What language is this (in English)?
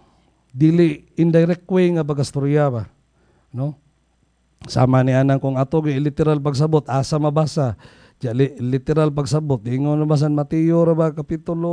Cebuano